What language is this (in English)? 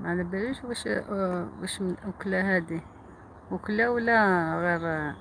Algerian Arabic